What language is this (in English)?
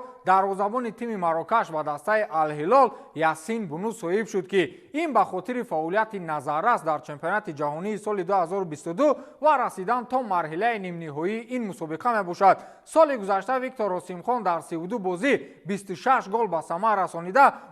Tajik